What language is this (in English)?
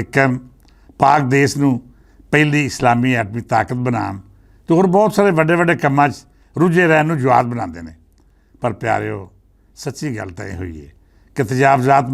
Western Panjabi